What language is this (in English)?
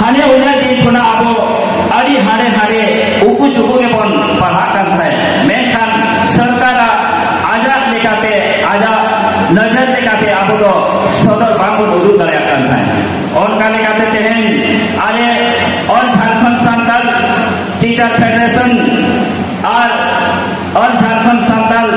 Santali